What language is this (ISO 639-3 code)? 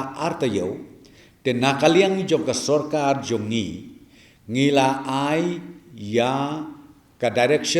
kha